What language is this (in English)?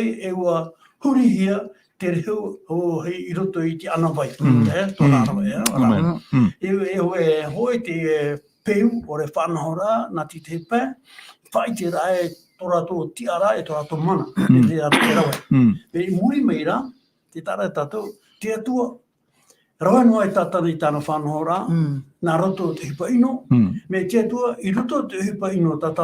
Tahitian